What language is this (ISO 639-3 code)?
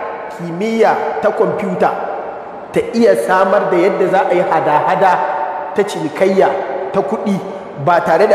hau